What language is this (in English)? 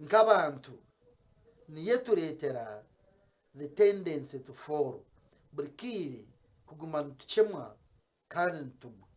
Nyankole